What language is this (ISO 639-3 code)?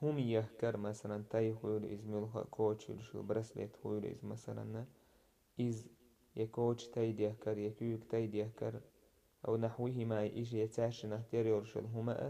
che